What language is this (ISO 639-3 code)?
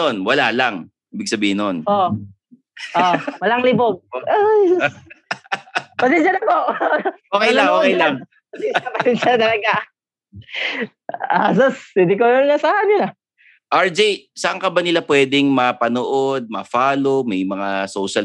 fil